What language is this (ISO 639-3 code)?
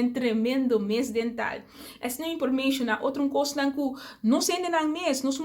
pap